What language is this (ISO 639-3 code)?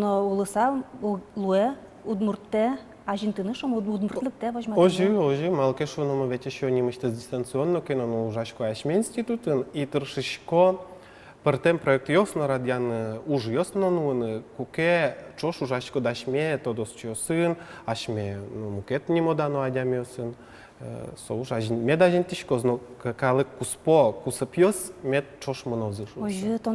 udm